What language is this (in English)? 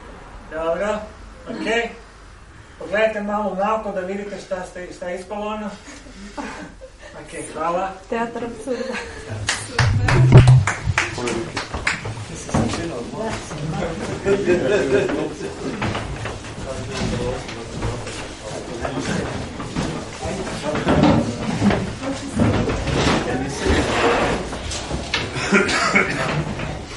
Croatian